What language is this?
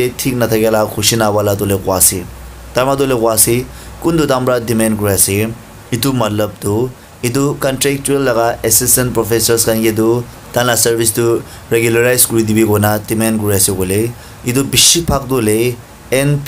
Naga Pidgin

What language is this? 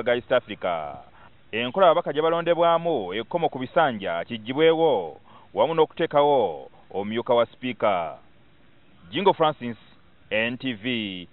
Ganda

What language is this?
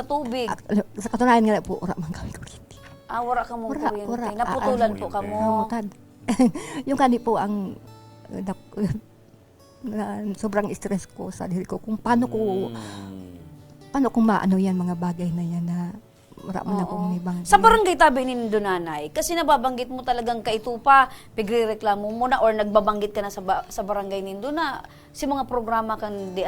Bikol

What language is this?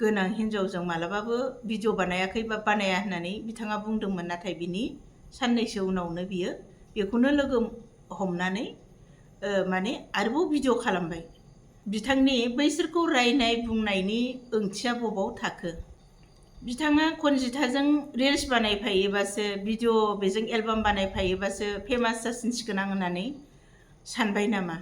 Bodo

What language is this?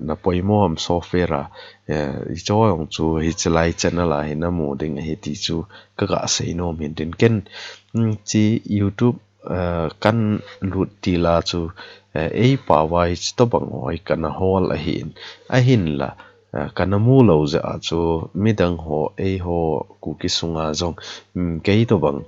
Thado Chin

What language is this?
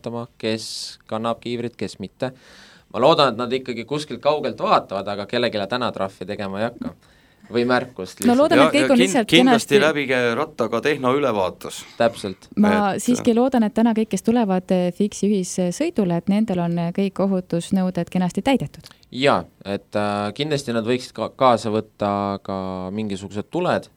Estonian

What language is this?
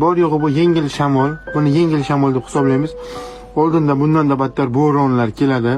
Uzbek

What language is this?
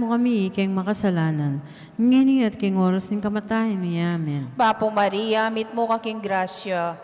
Pampanga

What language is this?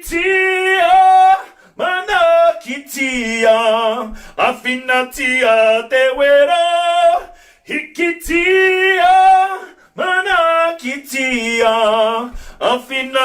Māori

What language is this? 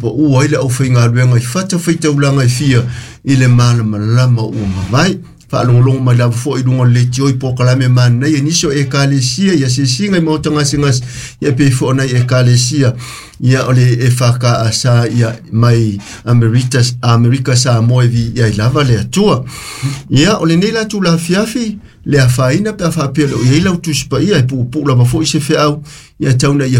Samoan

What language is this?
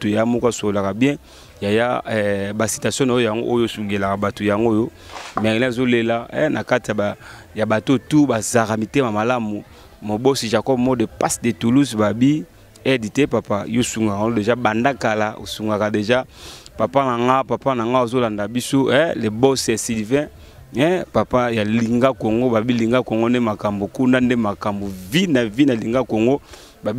Lingala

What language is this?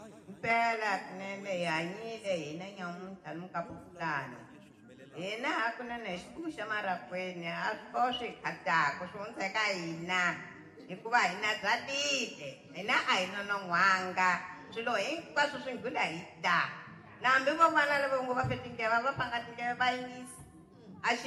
Tsonga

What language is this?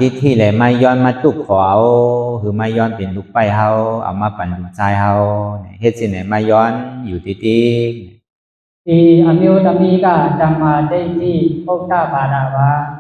Shan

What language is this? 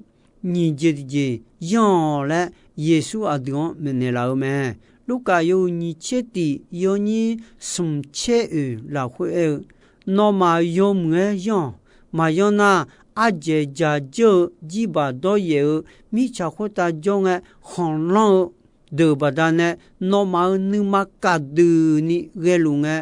Akha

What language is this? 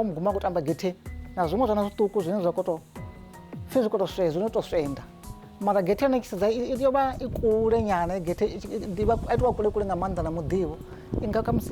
Venda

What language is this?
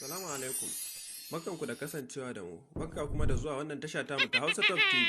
Hausa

